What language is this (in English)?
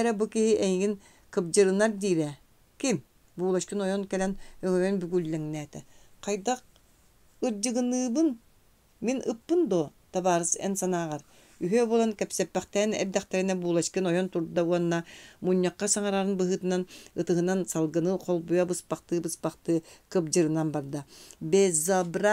Yakut